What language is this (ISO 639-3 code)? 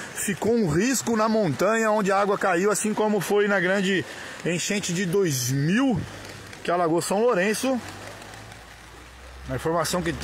por